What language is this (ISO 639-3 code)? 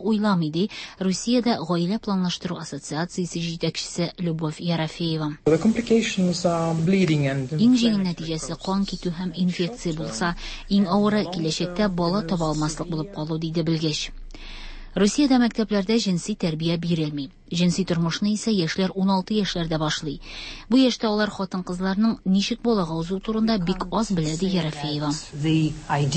tat